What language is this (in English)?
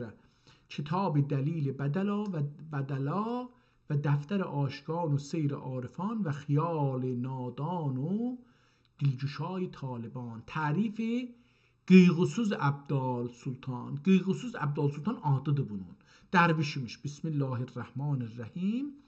South Azerbaijani